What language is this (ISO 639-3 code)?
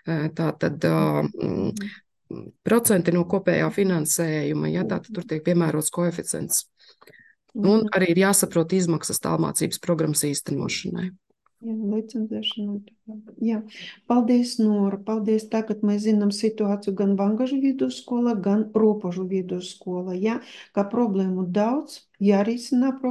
lav